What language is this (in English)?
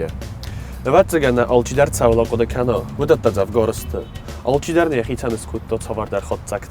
Ossetic